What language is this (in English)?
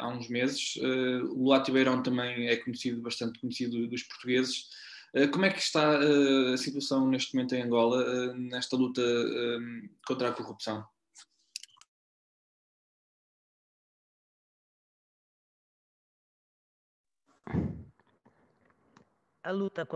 Portuguese